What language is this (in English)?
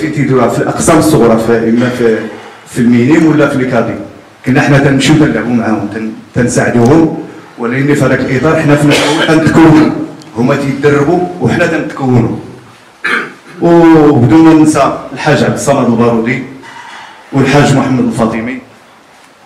Moroccan Arabic